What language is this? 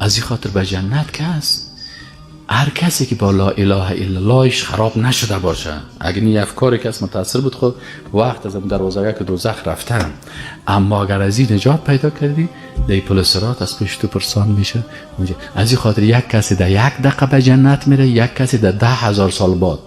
Persian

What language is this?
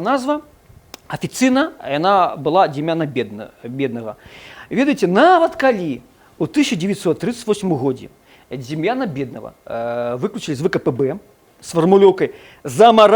Belarusian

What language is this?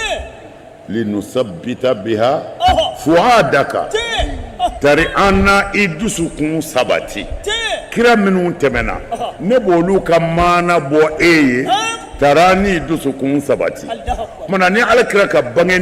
Bambara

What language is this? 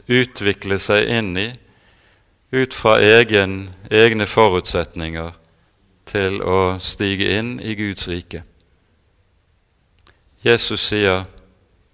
Norwegian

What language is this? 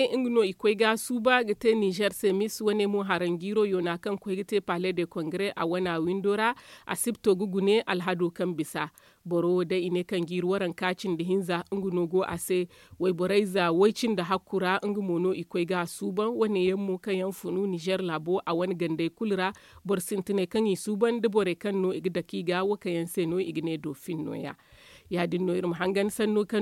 Zarma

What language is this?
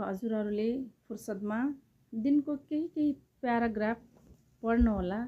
Nepali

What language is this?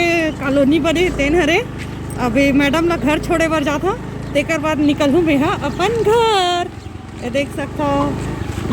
Chhattisgarhi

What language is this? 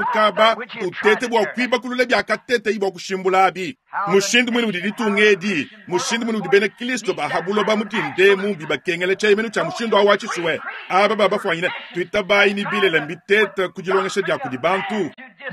Luba-Lulua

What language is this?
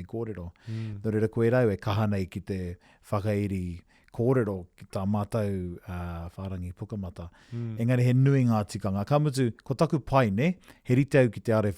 Māori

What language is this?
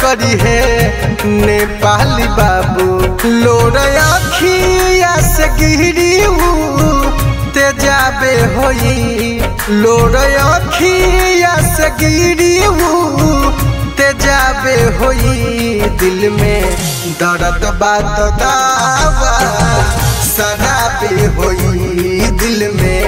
Bhojpuri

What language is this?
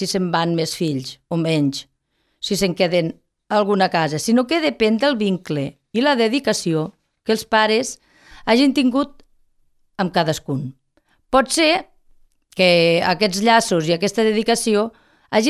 Catalan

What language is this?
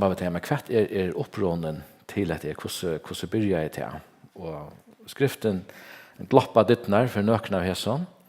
Faroese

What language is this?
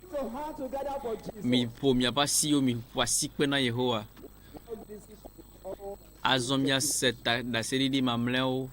Ewe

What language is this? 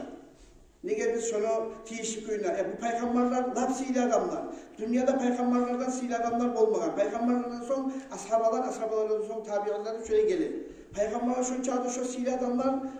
Kumyk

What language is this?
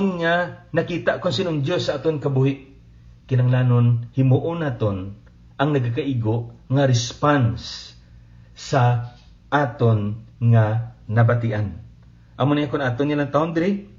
Hiligaynon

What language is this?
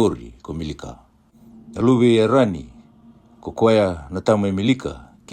Fijian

